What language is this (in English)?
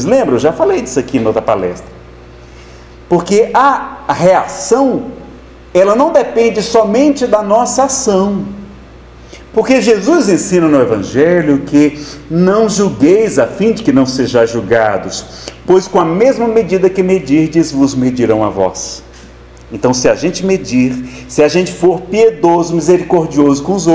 Portuguese